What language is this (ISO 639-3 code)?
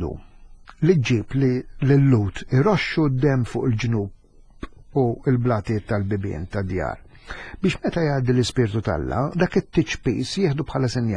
mlt